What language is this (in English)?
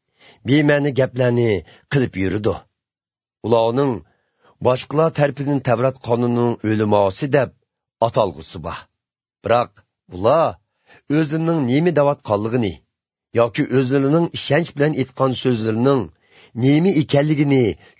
Uyghur